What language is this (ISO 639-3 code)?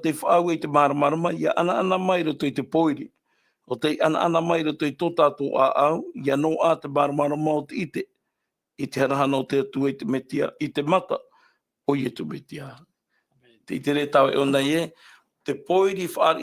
tah